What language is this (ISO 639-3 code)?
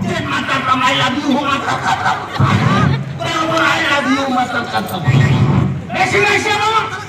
sat